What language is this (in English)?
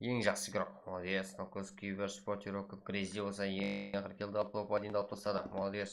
Kara-Kalpak